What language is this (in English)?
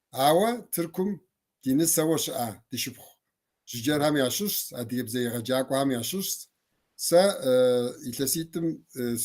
Kabardian